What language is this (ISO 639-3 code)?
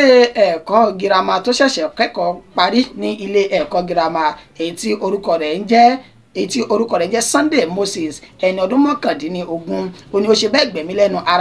yor